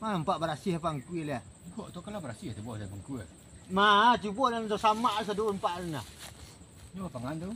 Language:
Minangkabau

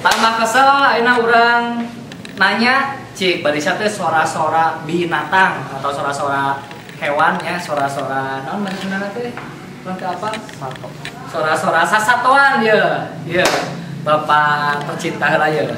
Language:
Sundanese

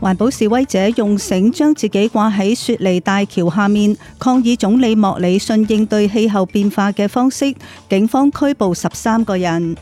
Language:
Cantonese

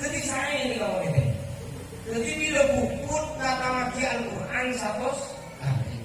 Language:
Madurese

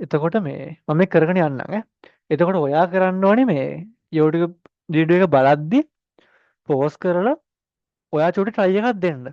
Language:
Sinhala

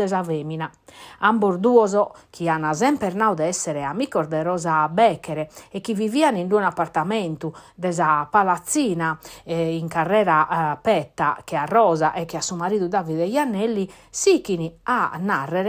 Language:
Sardinian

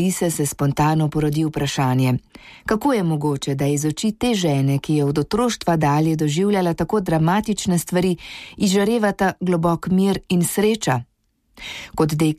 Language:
Slovenian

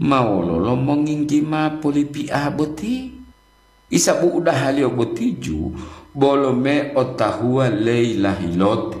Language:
Gorontalo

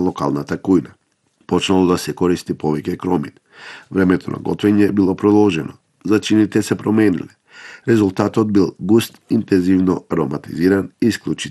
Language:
Macedonian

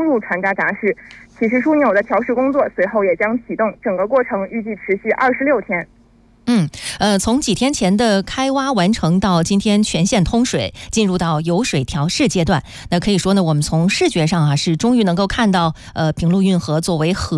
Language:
Chinese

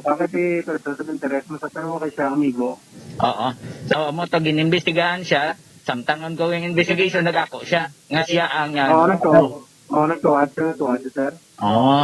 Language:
Hiligaynon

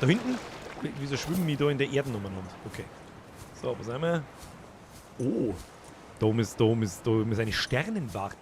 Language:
Bavarian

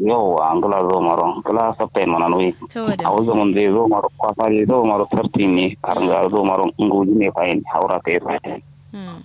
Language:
Kanuri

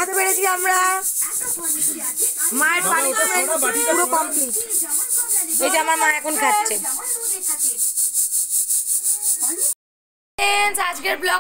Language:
Bangla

